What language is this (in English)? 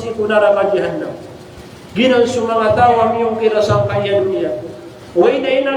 Maranao